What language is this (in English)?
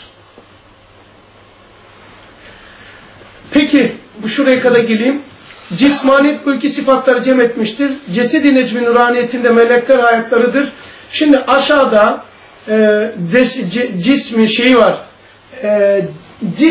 Turkish